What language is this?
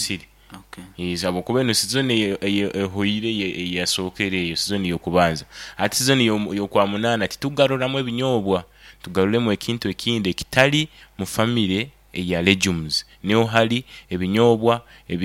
Nyoro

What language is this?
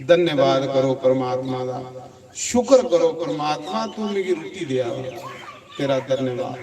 Dogri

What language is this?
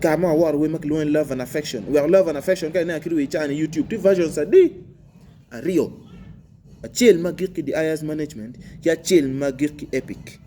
Acoli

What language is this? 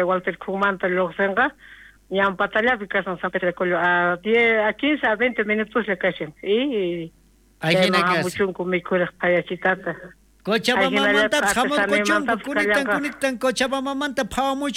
South Bolivian Quechua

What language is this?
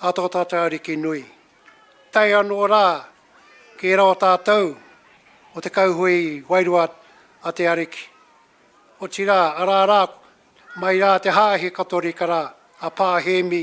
Māori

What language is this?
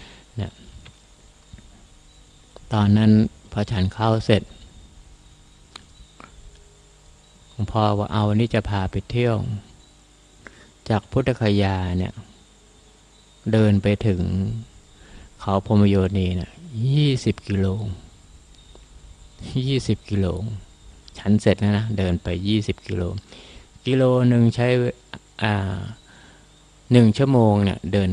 Thai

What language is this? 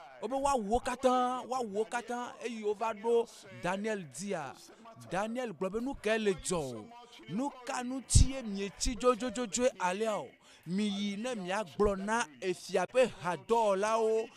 Ewe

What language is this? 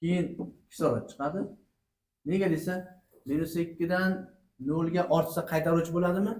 Uzbek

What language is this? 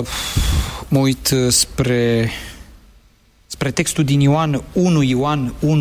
Romanian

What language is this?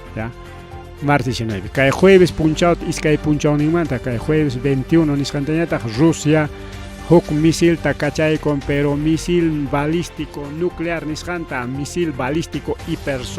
Ayacucho Quechua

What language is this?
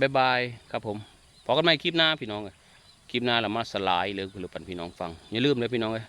Northeastern Thai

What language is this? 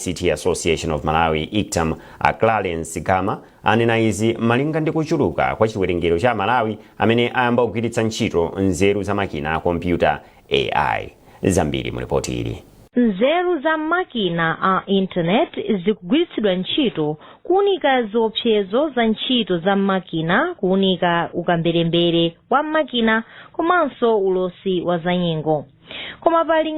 Nyanja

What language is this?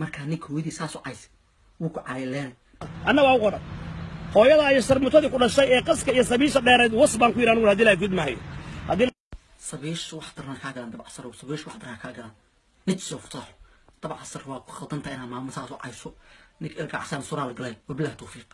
Somali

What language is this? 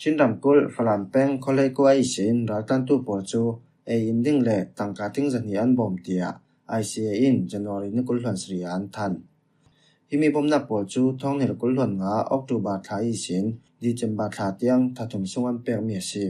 Falam Chin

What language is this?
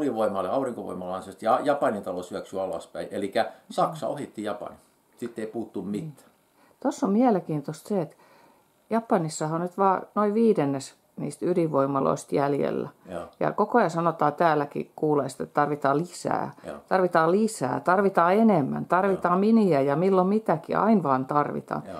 Finnish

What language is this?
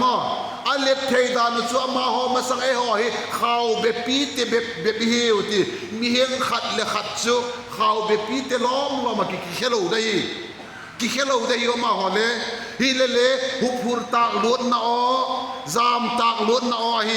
Vaiphei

